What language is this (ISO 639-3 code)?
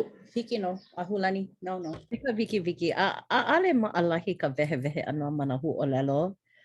haw